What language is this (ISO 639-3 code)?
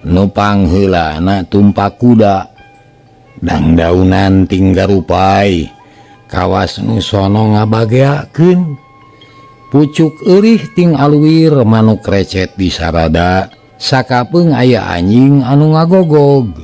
sun